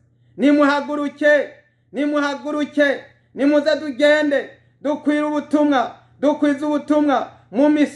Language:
Rundi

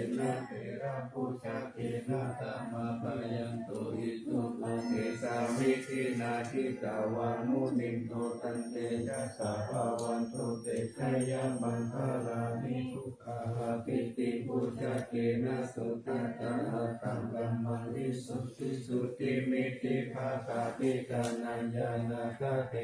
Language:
Pali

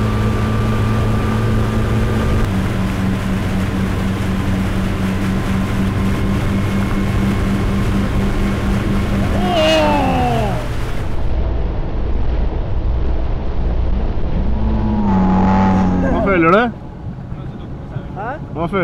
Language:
Norwegian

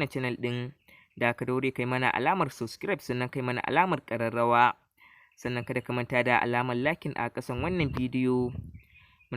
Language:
Hausa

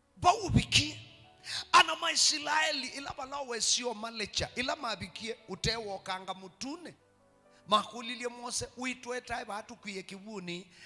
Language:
Kamba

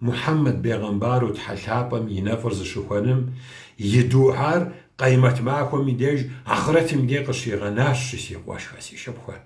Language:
Kabardian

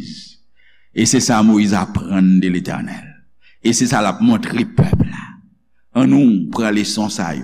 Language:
Haitian Creole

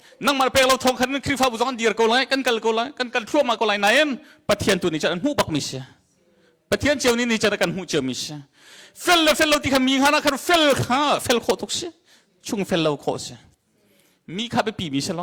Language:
Hakha Chin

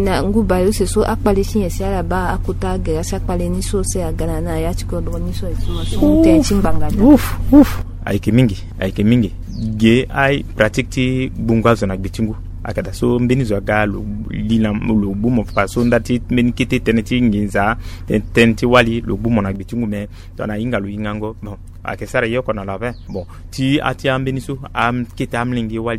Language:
Sango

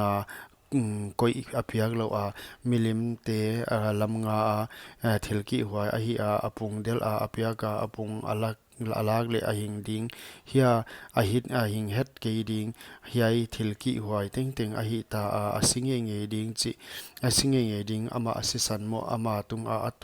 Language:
Paite Chin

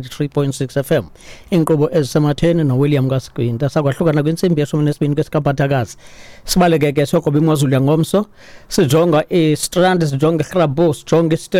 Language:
Xhosa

